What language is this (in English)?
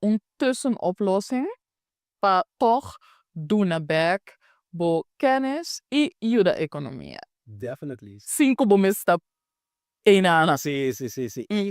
Papiamento